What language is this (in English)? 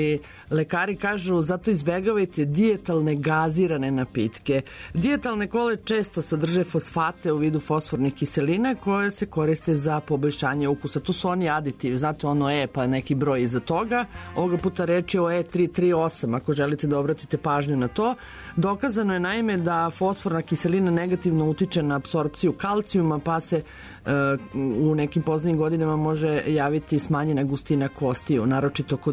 Serbian